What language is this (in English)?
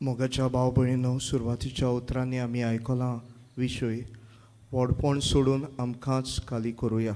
Konkani